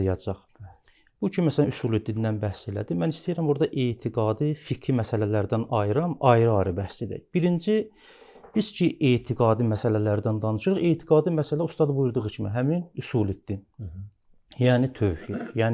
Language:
Azerbaijani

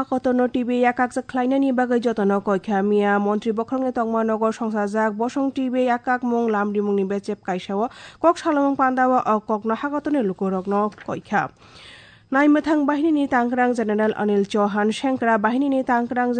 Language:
Kok Borok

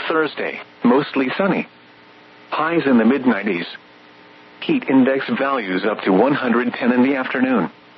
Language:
English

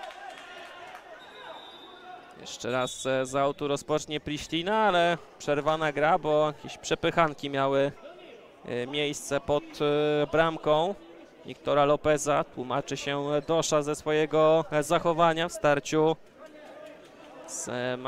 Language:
Polish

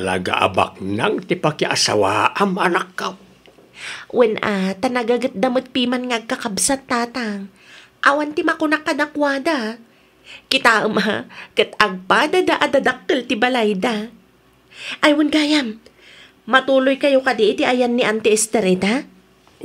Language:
Iloko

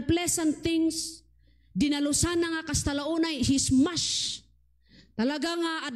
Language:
Iloko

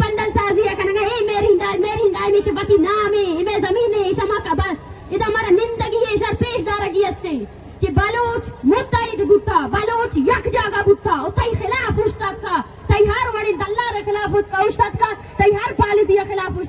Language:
Eastern Balochi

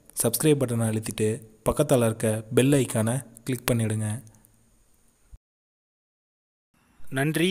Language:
Tamil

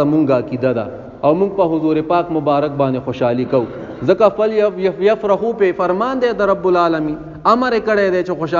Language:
Pashto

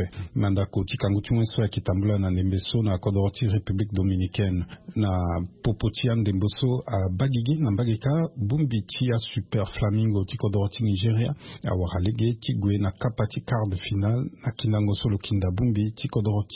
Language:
Sango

